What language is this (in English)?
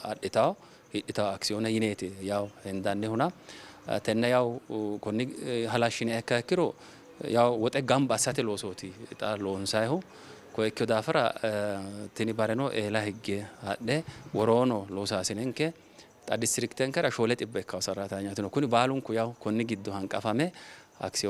Sidamo